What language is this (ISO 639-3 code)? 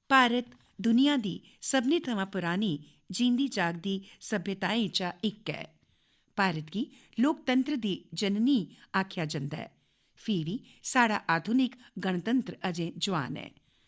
doi